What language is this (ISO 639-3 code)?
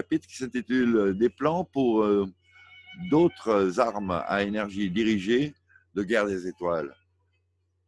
fra